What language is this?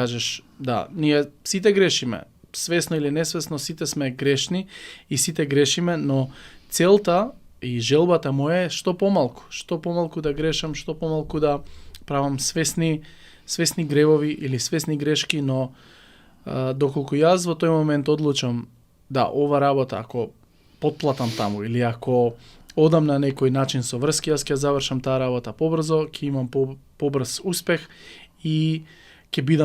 Macedonian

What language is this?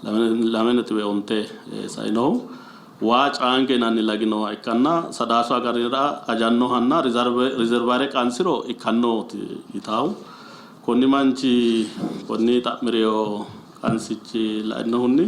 Sidamo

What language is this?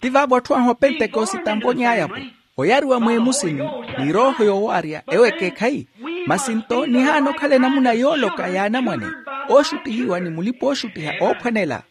Makhuwa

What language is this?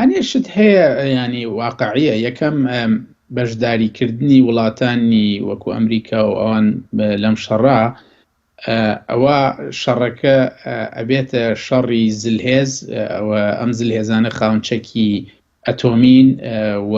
Central Kurdish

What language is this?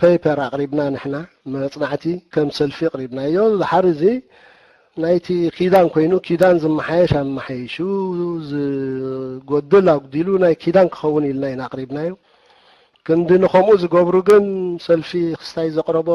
Tigrinya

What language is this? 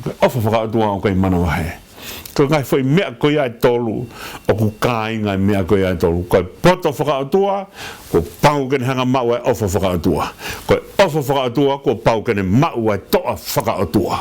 Tongan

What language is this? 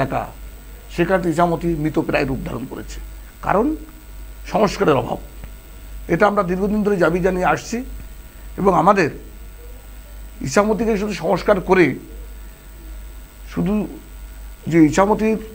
Bangla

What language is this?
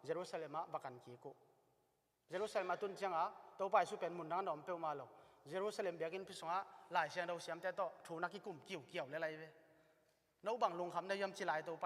Tedim Chin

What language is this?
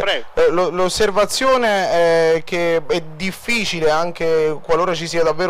Italian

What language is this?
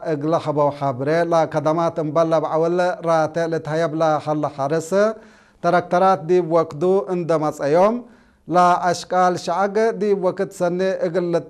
Tigre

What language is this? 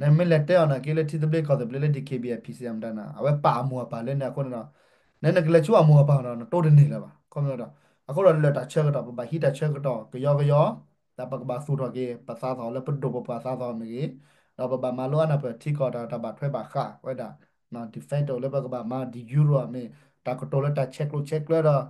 S'gaw Karen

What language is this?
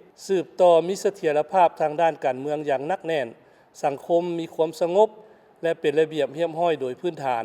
Lao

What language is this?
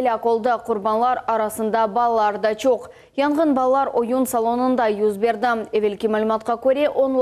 Crimean Tatar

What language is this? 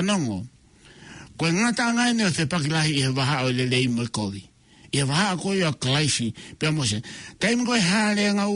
Tongan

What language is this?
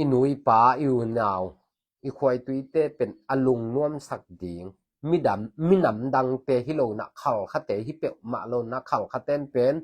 Tedim Chin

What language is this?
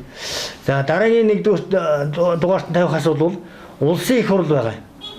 Mongolian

